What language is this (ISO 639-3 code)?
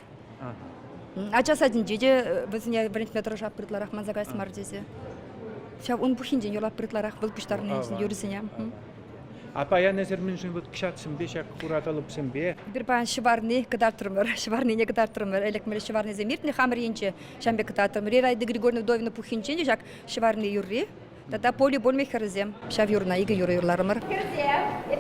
chv